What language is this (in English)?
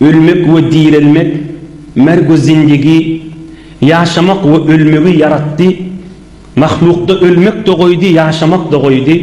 Turkmen